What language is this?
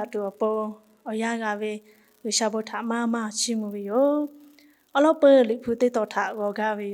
Lahu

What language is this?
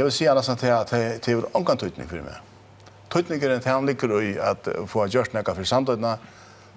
Faroese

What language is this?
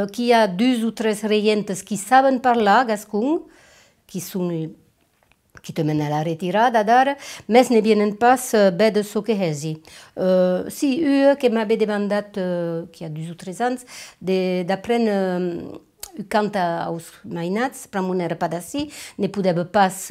Occitan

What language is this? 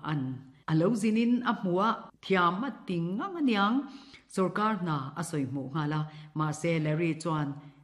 Mizo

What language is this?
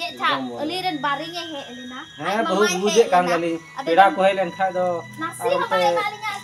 Santali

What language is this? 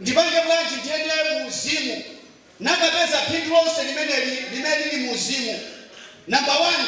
Nyanja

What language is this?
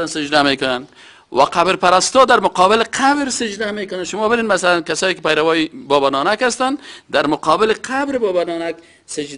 Persian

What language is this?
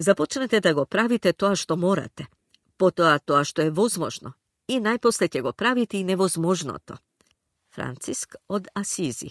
Macedonian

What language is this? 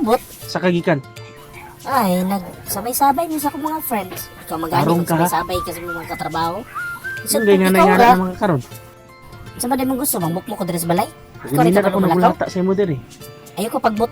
Cebuano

